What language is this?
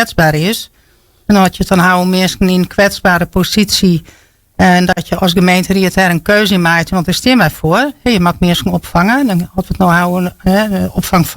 Western Frisian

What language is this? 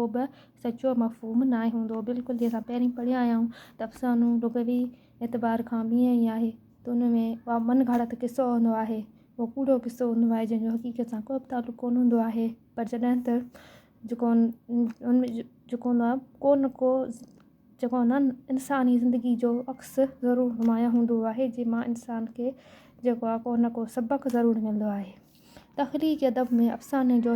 Sindhi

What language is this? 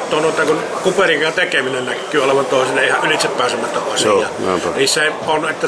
Finnish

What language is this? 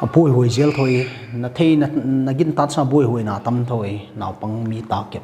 Paite Chin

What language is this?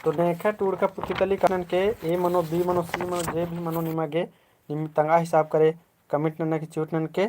Kurukh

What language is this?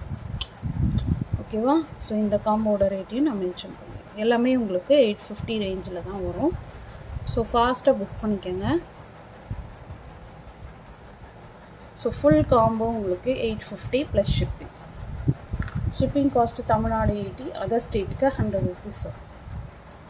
Tamil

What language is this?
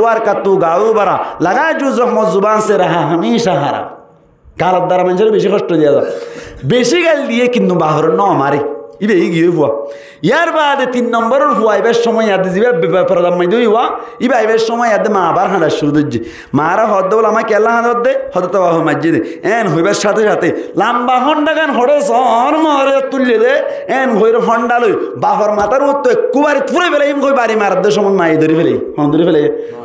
Rohingya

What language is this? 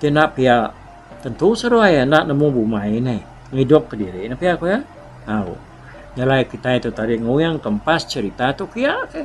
Iban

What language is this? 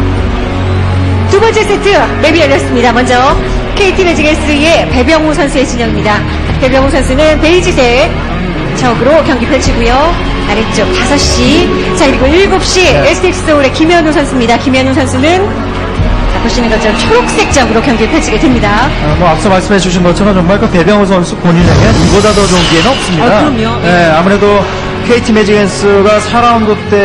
Korean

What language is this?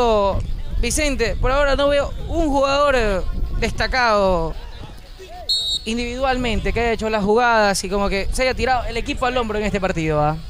Spanish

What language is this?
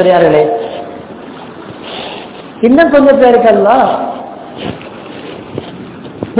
Tamil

